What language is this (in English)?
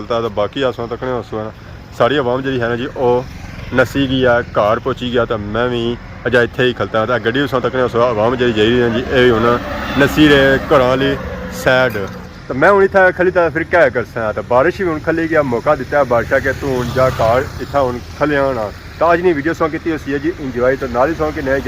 Pahari-Potwari